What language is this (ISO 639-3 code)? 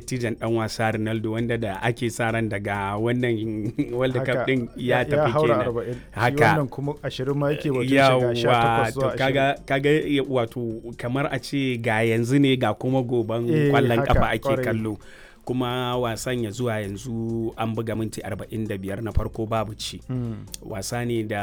hau